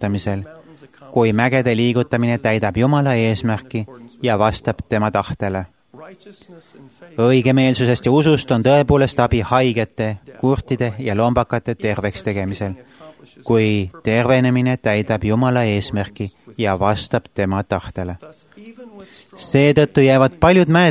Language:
Estonian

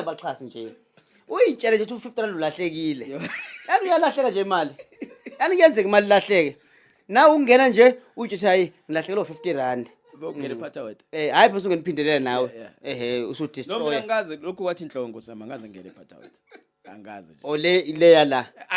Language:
Zulu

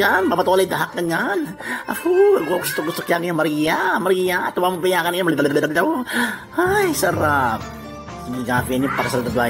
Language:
Itawit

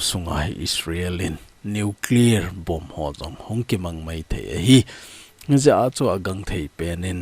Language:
Thado Chin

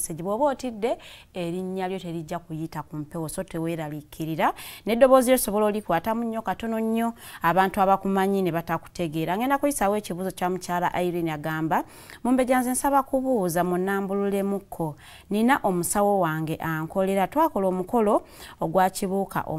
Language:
Ganda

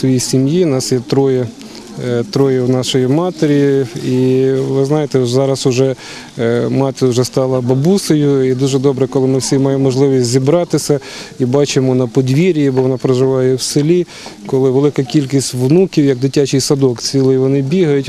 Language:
Ukrainian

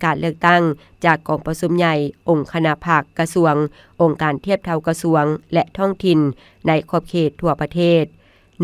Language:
Lao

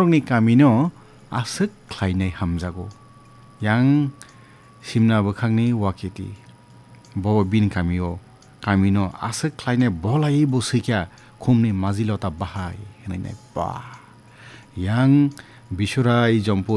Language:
Kok Borok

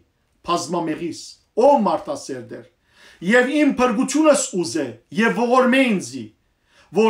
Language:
Western Armenian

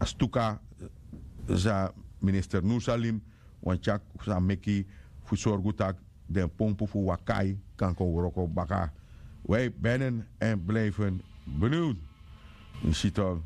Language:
Sranan Tongo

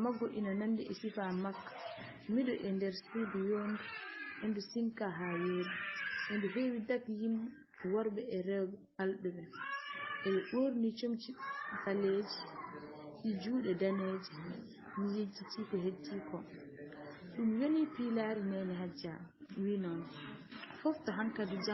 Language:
Fula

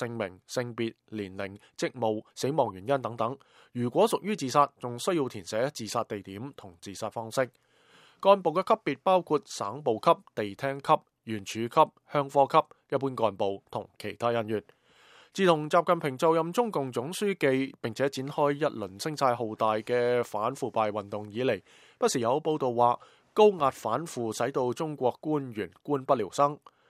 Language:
Cantonese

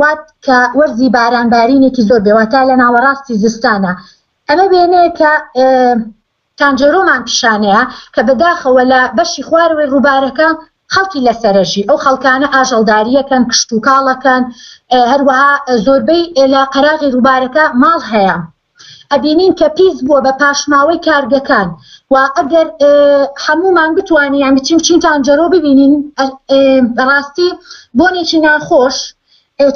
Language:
Central Kurdish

